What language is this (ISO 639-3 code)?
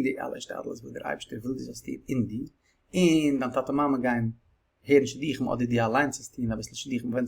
yid